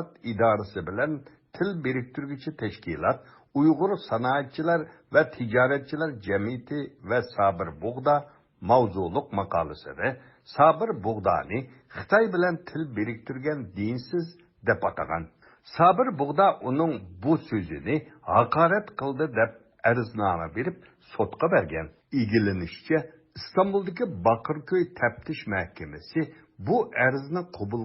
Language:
Uyghur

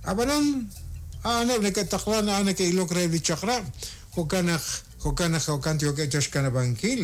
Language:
Kekchí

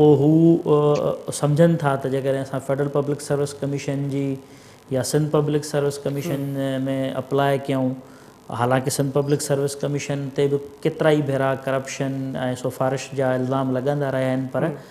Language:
Sindhi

